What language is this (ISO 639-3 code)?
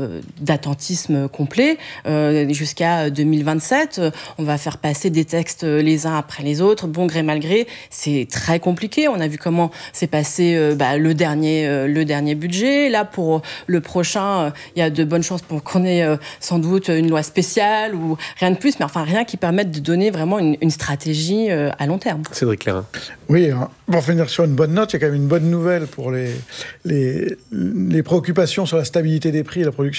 fra